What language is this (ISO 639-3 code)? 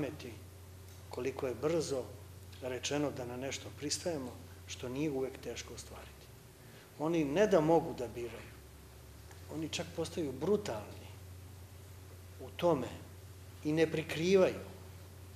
srp